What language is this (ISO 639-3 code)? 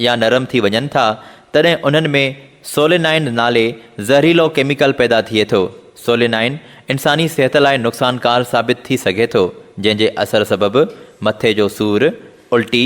snd